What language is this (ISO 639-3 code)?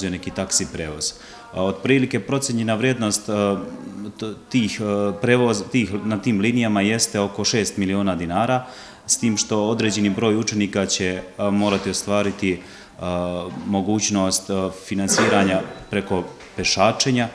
srp